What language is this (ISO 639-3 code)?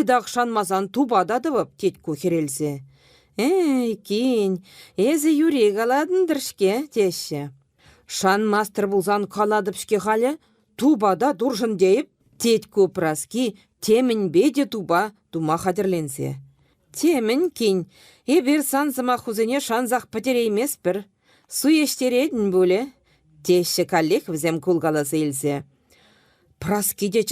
chv